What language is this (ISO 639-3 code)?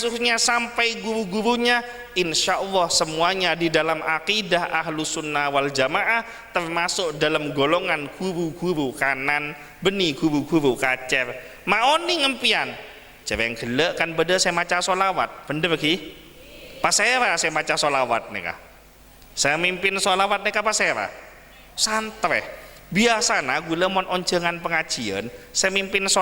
mad